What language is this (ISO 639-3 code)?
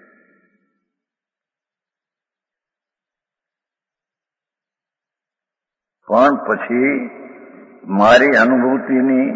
guj